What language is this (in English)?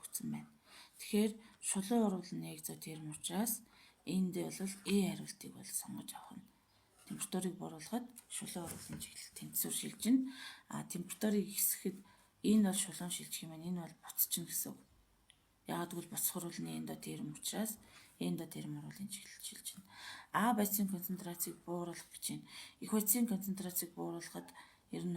Mongolian